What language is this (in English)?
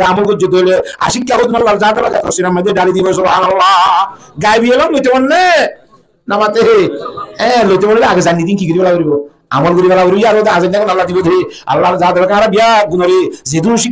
Rohingya